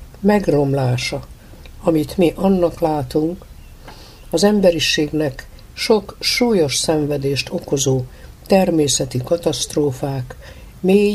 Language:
Hungarian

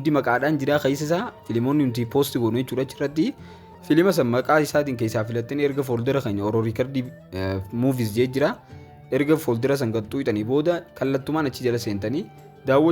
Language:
Oromo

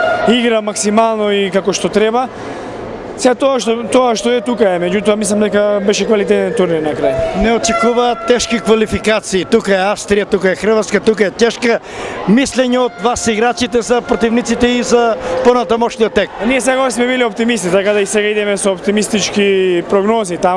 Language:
Macedonian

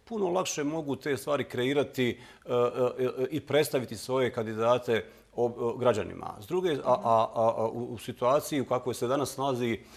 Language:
Bosnian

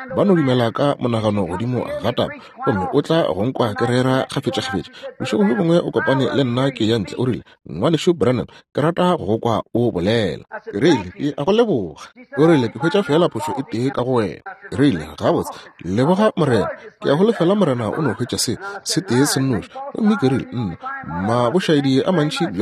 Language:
Northern Sotho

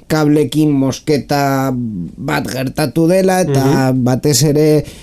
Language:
Basque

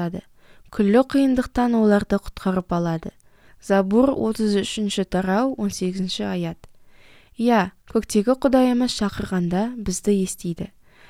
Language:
Kazakh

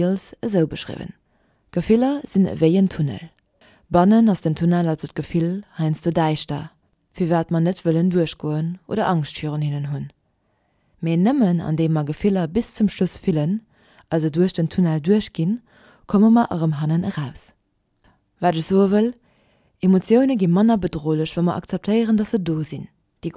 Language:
Luxembourgish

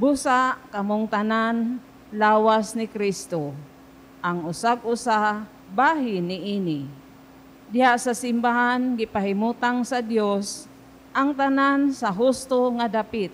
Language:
Cebuano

